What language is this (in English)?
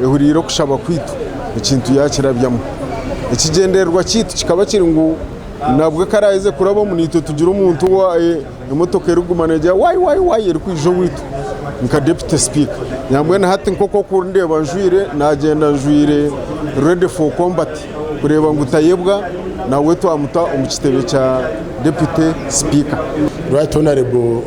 Nyankole